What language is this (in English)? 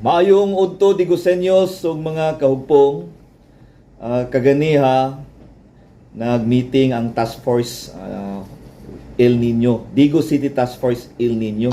Cebuano